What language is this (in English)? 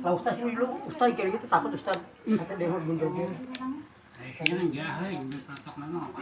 Betawi